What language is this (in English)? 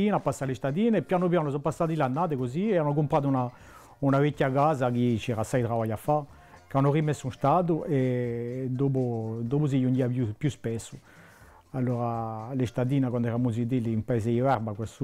Corsican